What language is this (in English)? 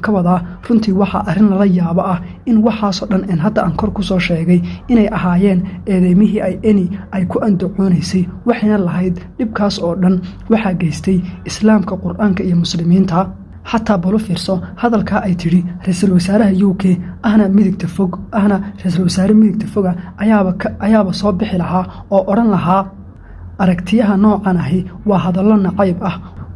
Somali